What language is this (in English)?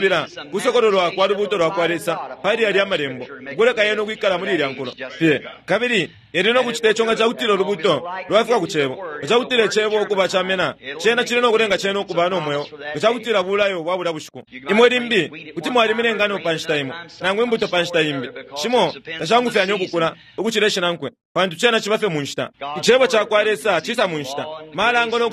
Bemba